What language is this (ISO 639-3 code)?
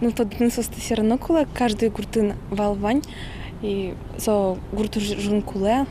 udm